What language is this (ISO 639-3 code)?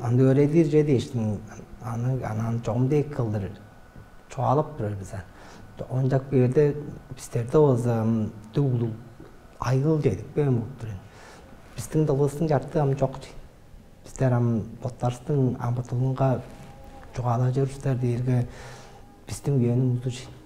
tyv